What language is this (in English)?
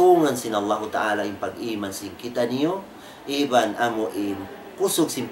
Tausug